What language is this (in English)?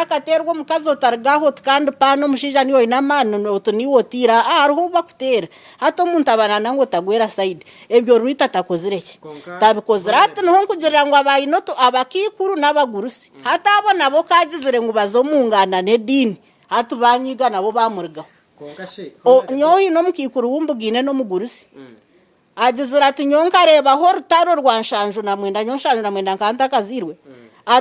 Nyankole